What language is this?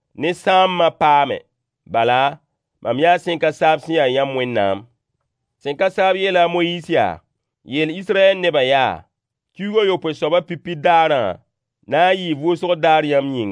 Mossi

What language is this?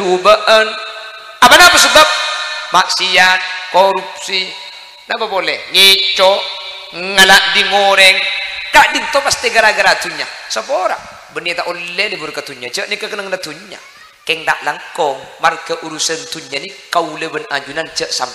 Madurese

